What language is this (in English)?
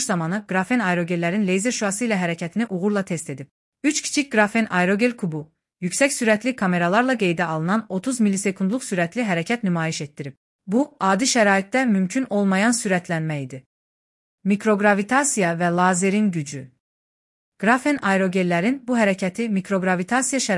Azerbaijani